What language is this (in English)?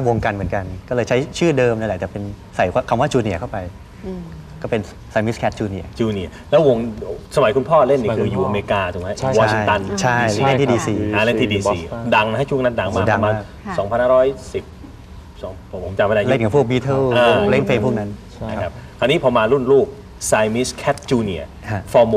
Thai